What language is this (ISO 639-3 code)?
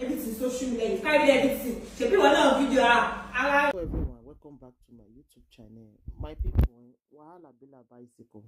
pcm